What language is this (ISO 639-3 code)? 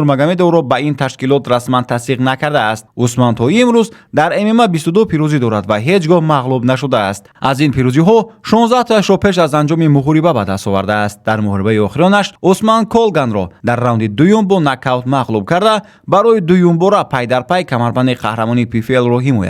tgk